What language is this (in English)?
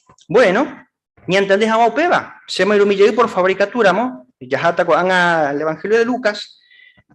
Guarani